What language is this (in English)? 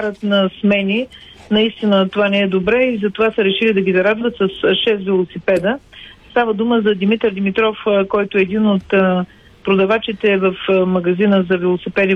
Bulgarian